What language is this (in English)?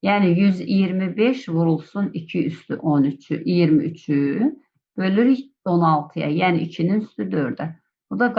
Azerbaijani